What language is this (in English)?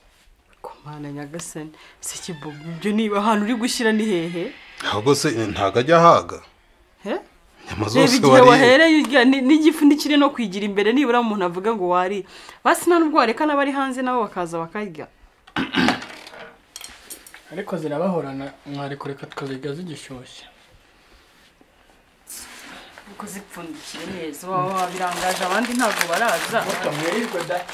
Kinyarwanda